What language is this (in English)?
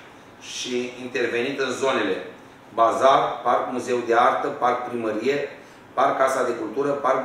Romanian